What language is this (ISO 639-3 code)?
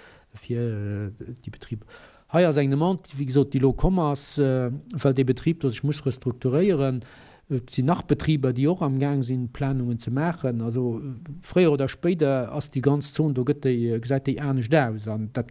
ltz